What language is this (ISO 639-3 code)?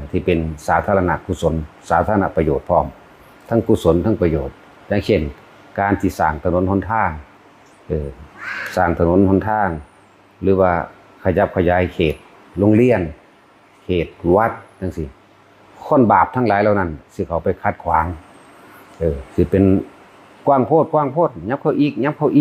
tts